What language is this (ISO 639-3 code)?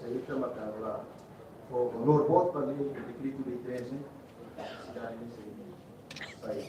tet